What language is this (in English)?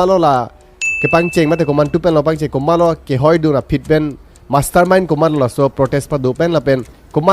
Karbi